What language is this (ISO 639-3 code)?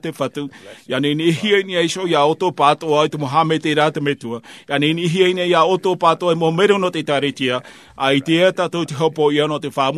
tah